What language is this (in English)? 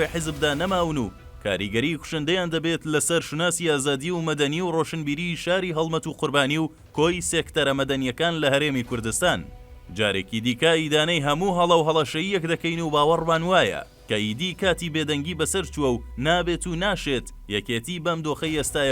Central Kurdish